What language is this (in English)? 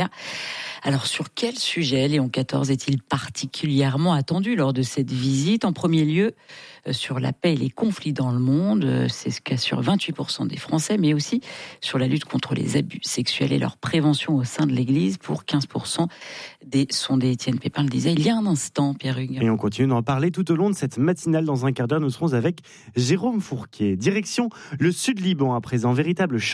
French